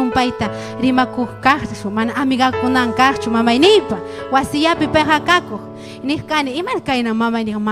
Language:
Ayacucho Quechua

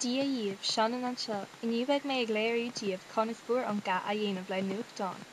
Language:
Irish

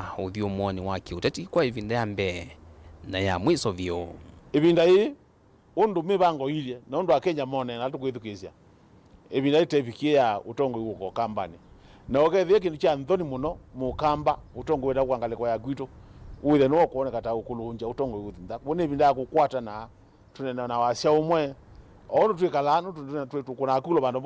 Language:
Kamba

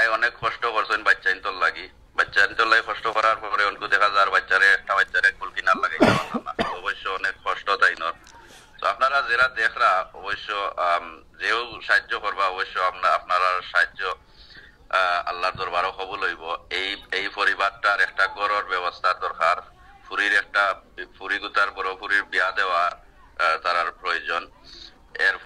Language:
Sylheti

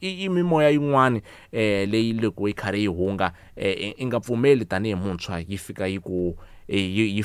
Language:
Tsonga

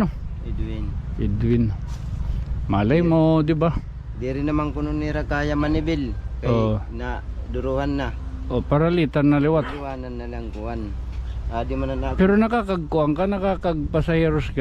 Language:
Waray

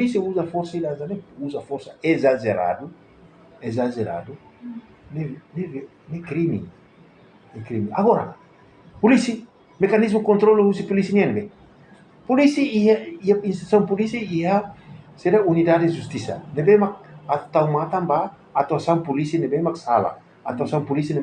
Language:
Tetum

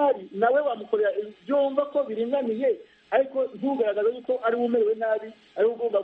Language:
Kinyarwanda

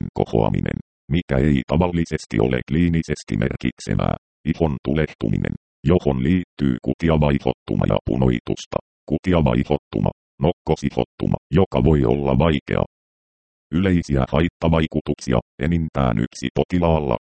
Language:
Finnish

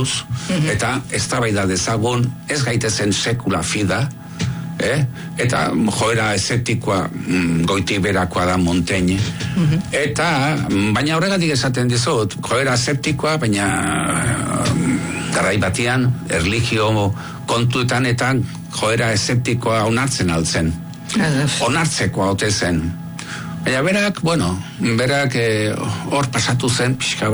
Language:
Basque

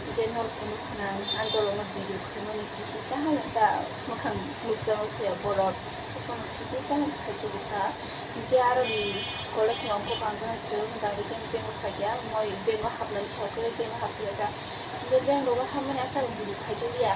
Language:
Kok Borok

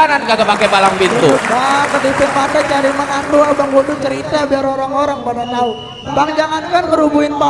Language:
Betawi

